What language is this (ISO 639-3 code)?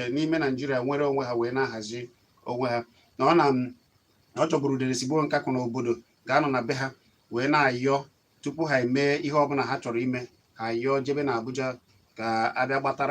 ibo